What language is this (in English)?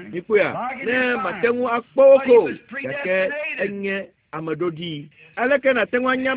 Ewe